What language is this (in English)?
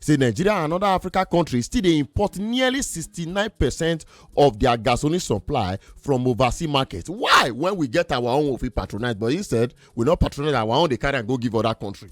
Nigerian Pidgin